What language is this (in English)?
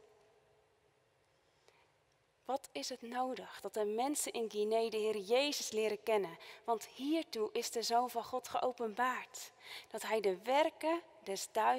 Dutch